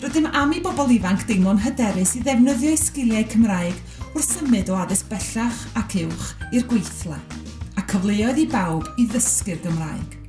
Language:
Welsh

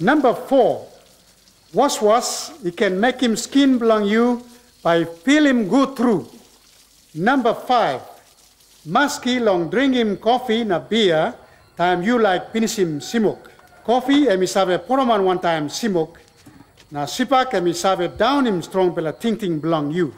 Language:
Tok Pisin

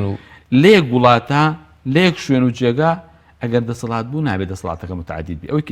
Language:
Central Kurdish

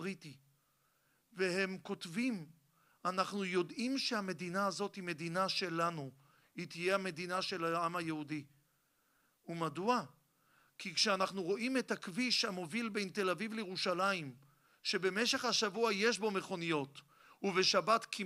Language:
Hebrew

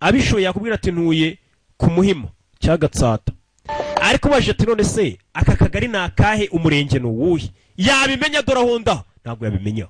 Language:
Kinyarwanda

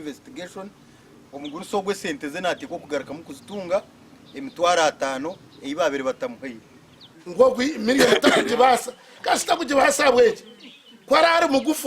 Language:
Nyankole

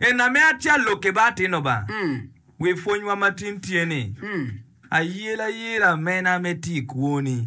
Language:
Acoli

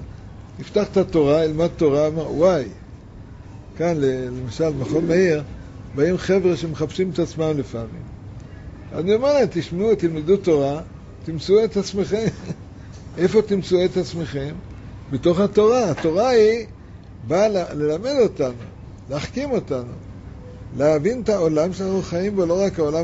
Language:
Hebrew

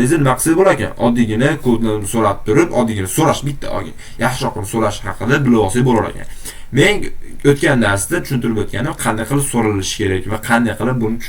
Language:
Uzbek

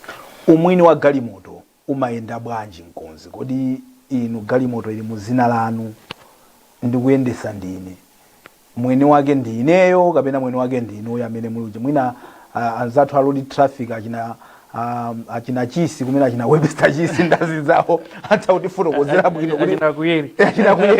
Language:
Nyanja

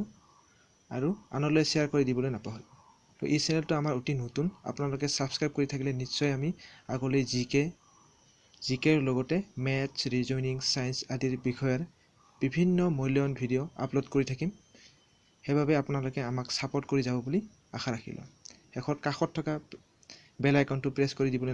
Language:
Assamese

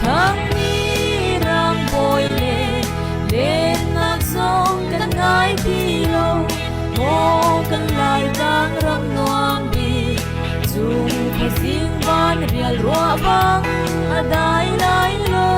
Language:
Hakha Chin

